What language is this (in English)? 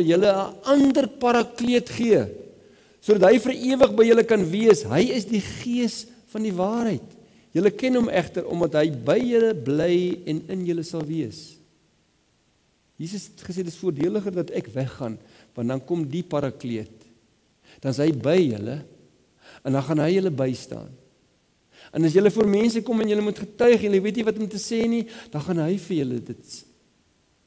Afrikaans